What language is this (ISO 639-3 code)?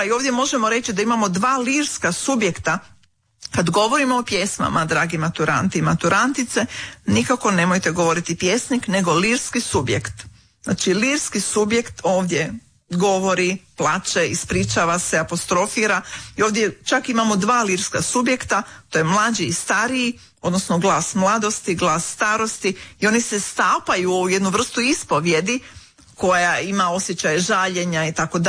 hrv